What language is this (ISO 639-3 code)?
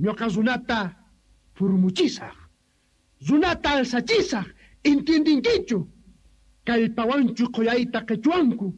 que